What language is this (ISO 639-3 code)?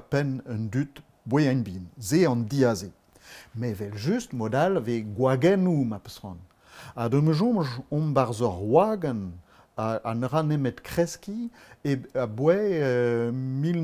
bre